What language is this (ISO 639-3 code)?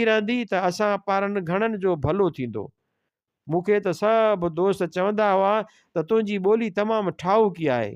snd